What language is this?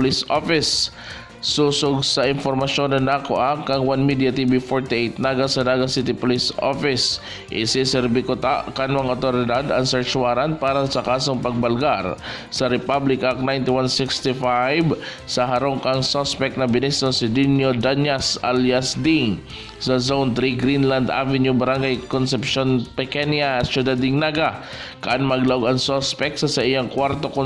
Bikol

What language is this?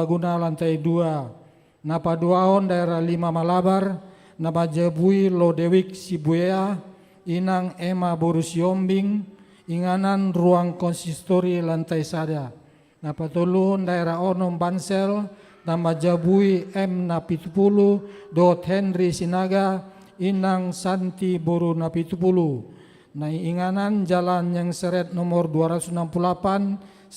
Batak Toba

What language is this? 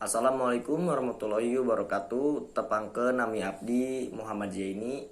Sundanese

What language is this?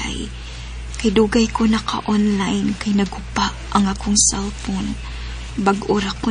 Cebuano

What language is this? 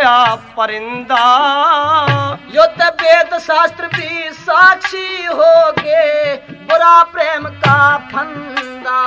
Haryanvi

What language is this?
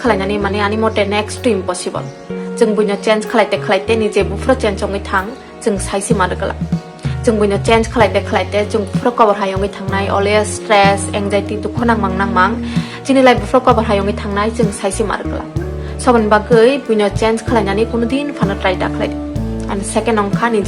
Kok Borok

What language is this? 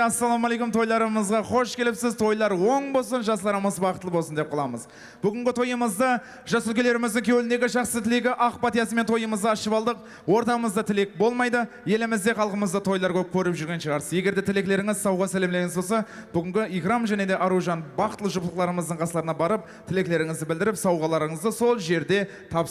Kara-Kalpak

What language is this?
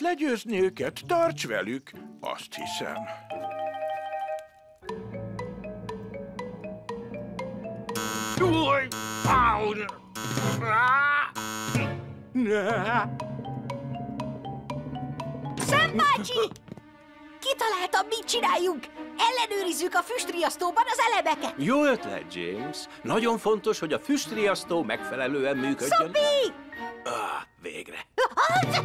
Hungarian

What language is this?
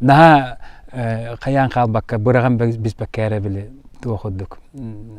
Yakut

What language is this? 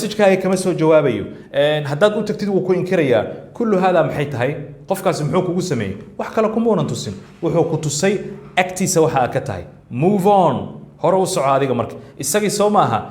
Somali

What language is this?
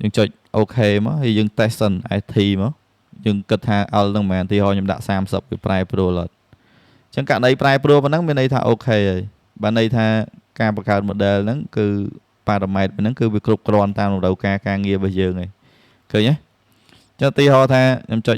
Khmer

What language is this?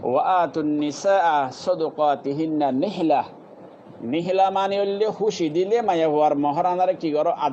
Rohingya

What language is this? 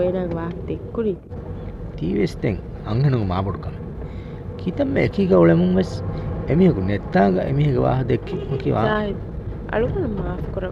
Divehi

